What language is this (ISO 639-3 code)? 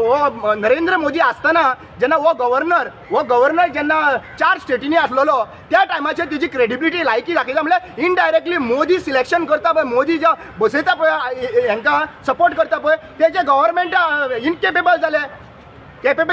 kok